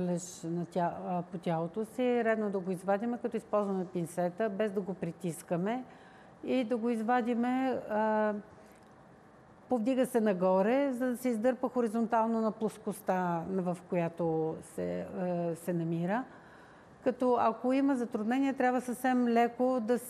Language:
Bulgarian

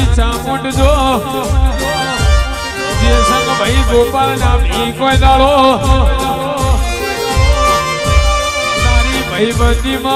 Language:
Gujarati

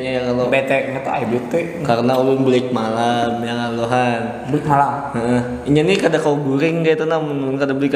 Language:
Banjar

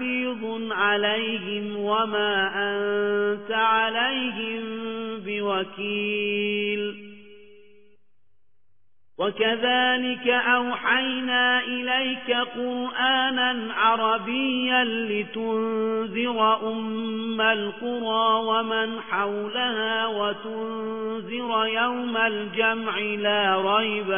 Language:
Arabic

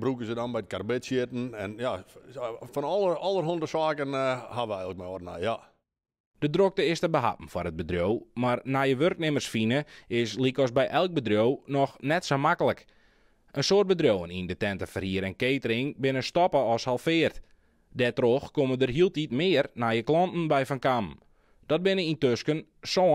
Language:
Western Frisian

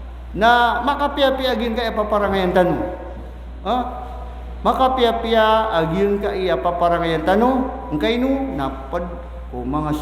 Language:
Maranao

